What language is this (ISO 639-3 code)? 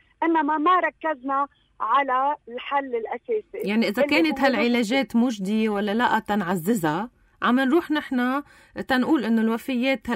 apc